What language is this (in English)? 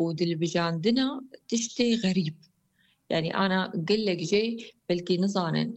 Kurdish